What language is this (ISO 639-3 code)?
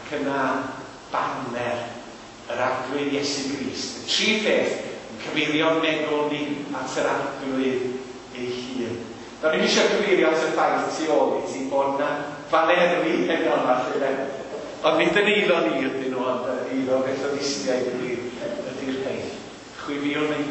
cym